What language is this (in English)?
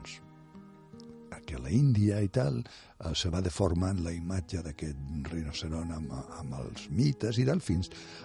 Catalan